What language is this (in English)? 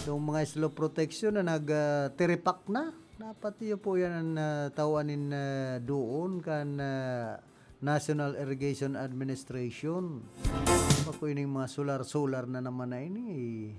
Bikol